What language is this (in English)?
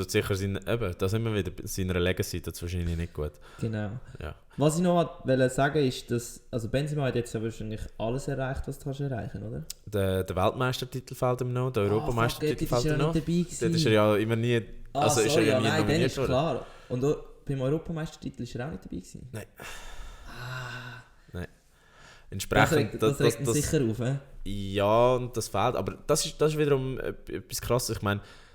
Swiss German